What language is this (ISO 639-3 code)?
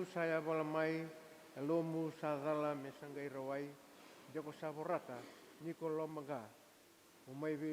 fij